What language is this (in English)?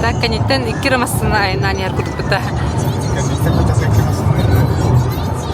Yakut